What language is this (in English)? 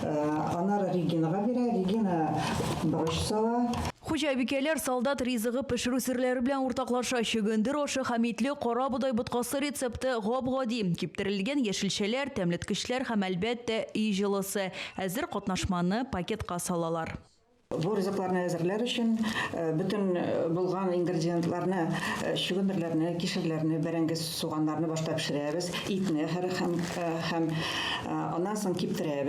Tatar